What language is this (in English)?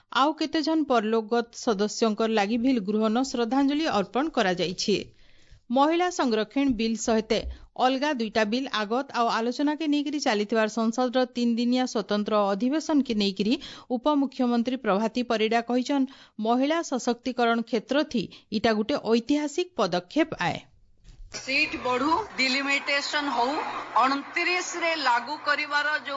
Odia